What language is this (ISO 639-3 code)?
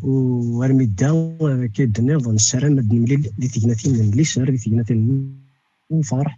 kab